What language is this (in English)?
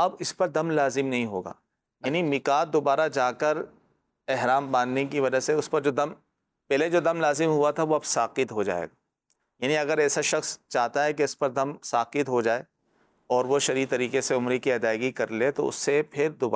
Urdu